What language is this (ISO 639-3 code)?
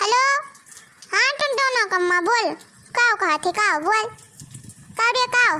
awa